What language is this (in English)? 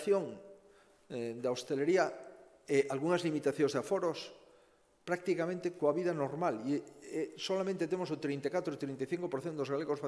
Galician